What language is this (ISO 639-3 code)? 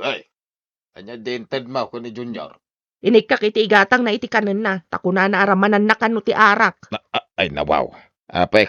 ilo